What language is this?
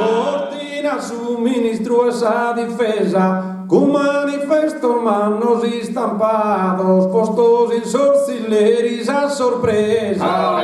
Sardinian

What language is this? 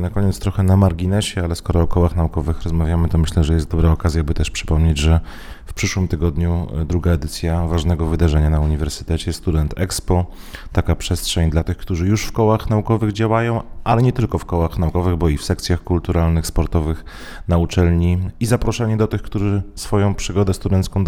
Polish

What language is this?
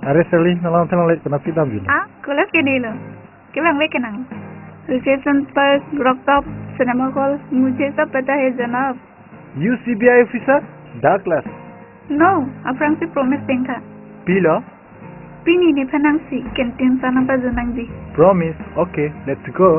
Karbi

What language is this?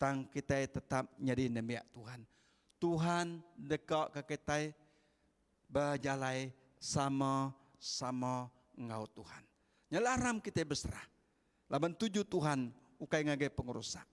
Iban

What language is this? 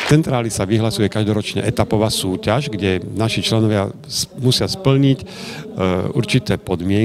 Slovak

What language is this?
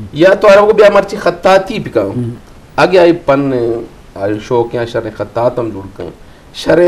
Eastern Balochi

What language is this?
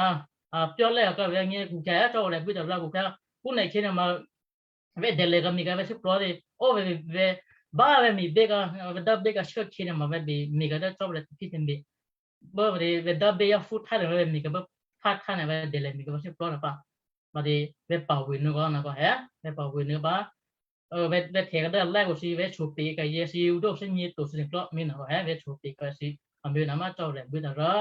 Western Kayah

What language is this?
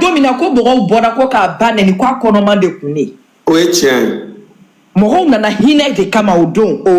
Bambara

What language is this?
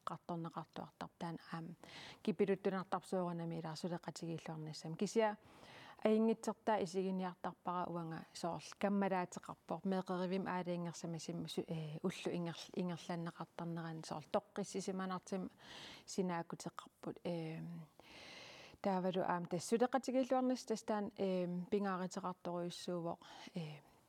Kalaallisut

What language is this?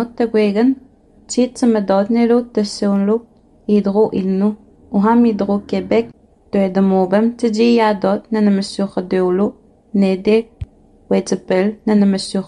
Innu-aimun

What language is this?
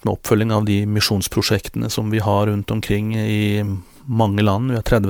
Norwegian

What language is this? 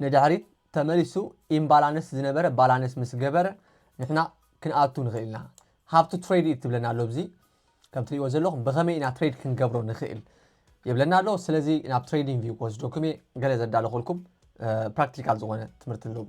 Tigrinya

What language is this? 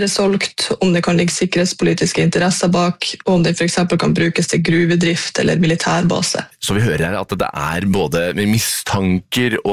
Norwegian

